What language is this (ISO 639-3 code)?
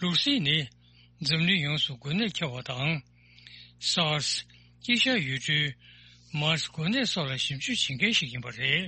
bod